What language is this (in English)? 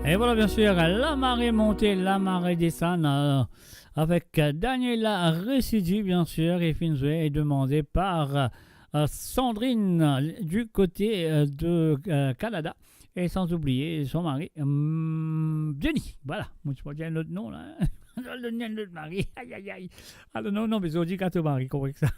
Morisyen